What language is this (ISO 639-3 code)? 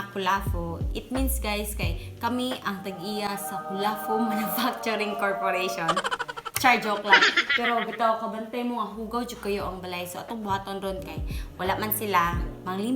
ceb